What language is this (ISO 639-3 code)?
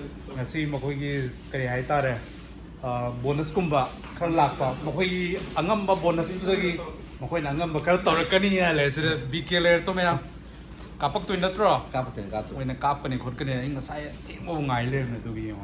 mni